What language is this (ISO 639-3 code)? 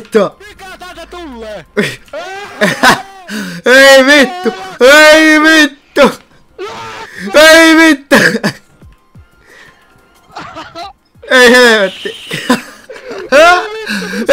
fin